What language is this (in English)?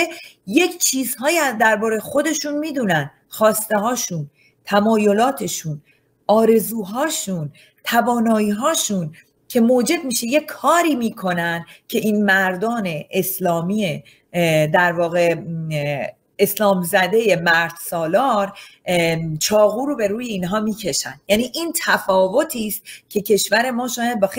Persian